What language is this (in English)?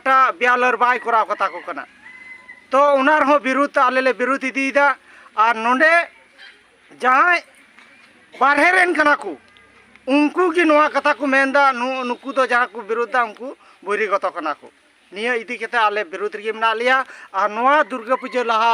Santali